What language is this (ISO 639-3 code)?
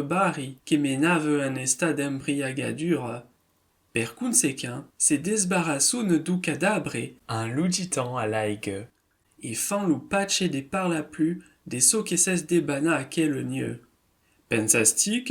oci